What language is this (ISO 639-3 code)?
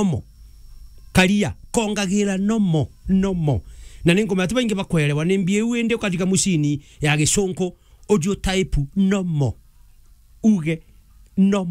mer